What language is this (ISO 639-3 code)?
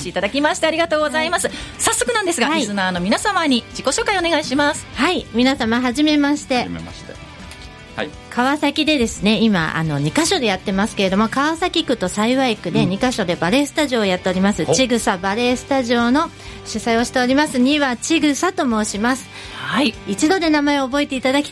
jpn